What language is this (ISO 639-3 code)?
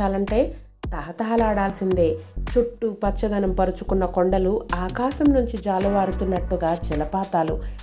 tel